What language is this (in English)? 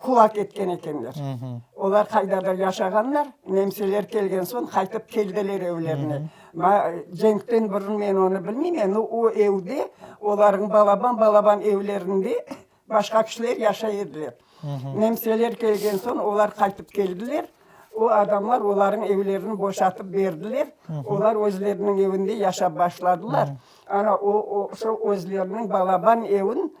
Crimean Tatar